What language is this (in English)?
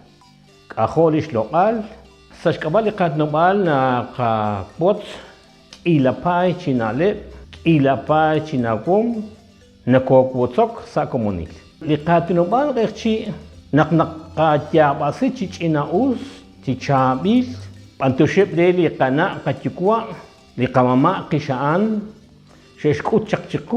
Kekchí